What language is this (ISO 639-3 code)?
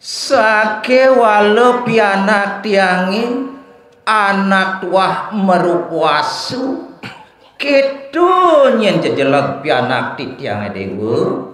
ban